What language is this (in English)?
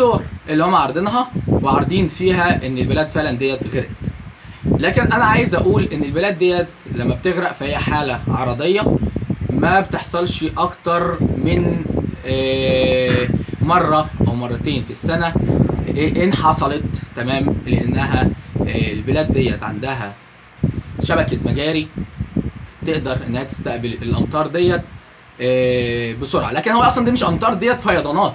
Egyptian Arabic